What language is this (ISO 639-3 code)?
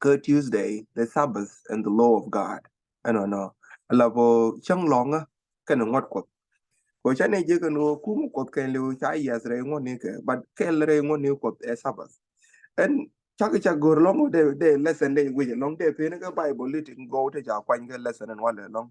nus